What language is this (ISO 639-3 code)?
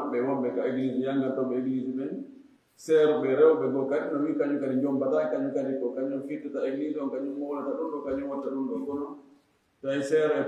ful